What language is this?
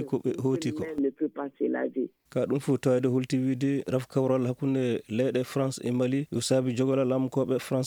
Fula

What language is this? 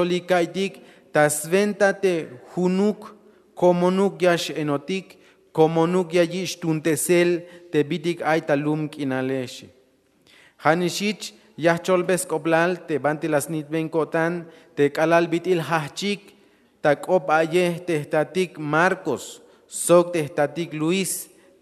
Tzeltal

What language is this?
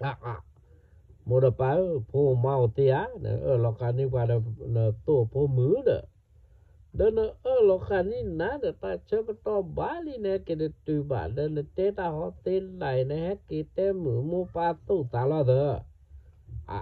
S'gaw Karen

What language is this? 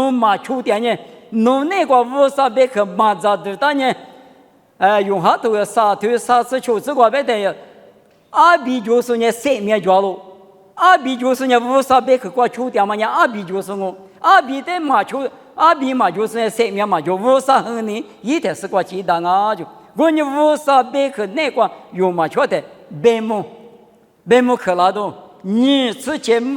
Lisu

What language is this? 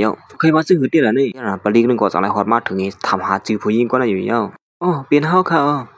Shan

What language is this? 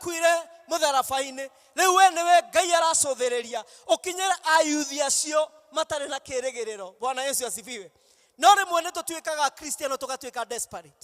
Kikuyu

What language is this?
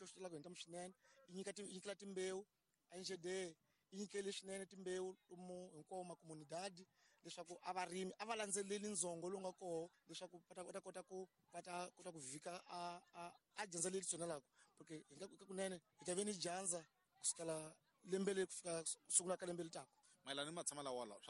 Tsonga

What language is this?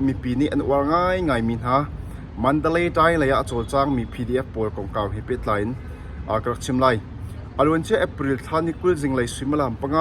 Hakha Chin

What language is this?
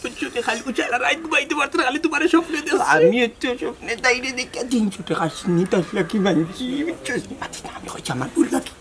Sylheti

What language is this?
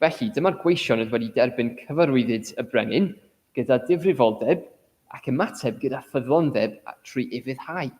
Welsh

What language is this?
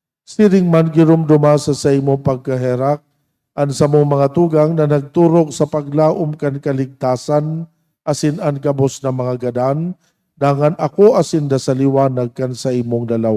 Bikol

